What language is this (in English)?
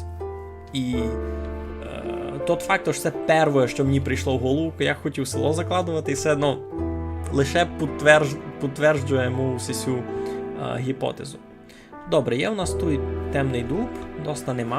Rusyn